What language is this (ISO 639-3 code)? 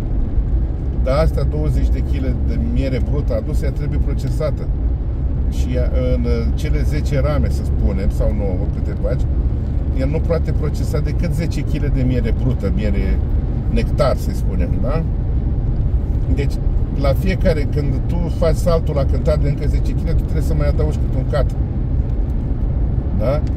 ron